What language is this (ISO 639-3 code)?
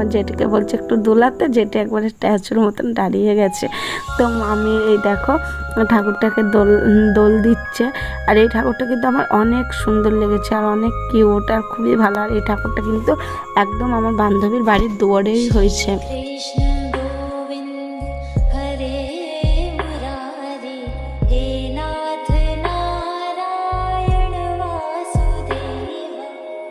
ben